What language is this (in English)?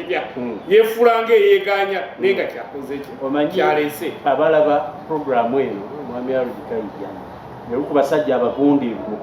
Ganda